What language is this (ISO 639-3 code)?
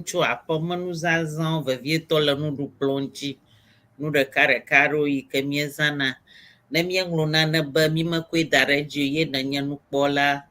ewe